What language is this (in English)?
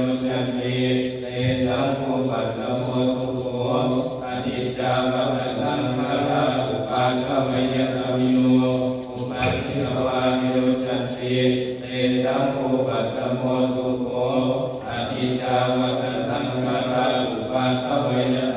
Pali